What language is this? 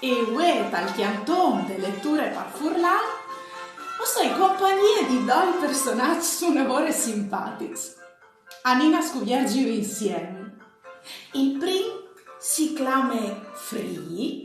Friulian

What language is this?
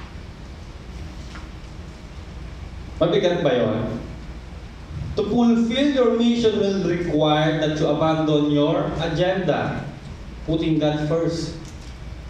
Filipino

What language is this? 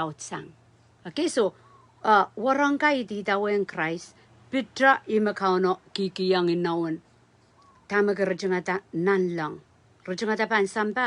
Pohnpeian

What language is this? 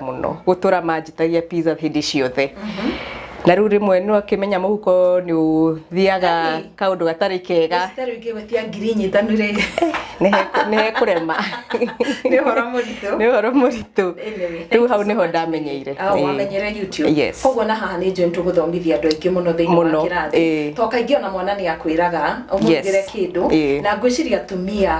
Kikuyu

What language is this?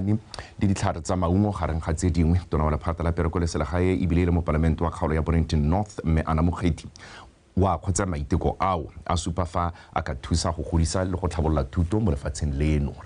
Tswana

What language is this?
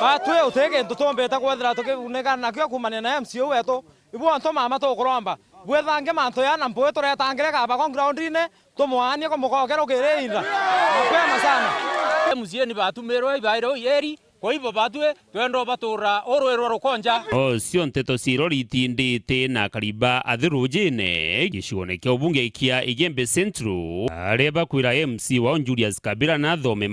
Meru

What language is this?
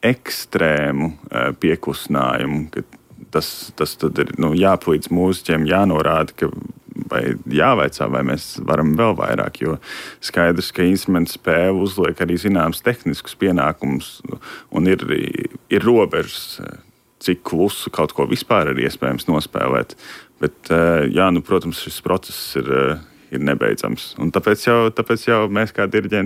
Latvian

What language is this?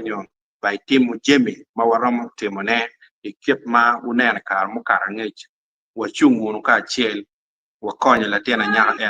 Acoli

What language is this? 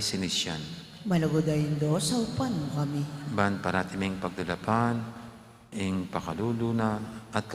Pampanga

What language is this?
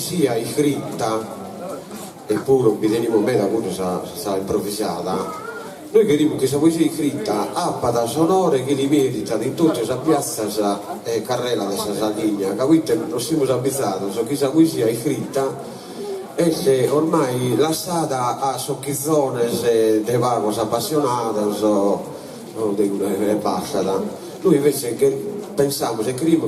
Sardinian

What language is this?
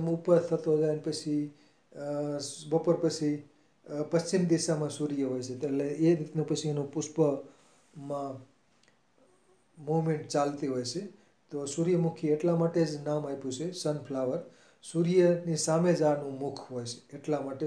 Gujarati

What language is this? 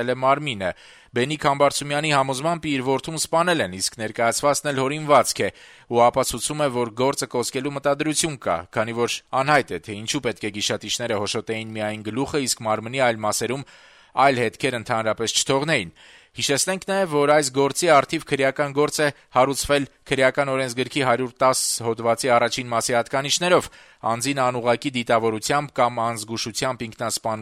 Armenian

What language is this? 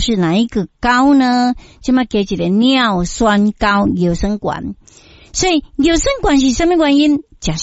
Min Nan Chinese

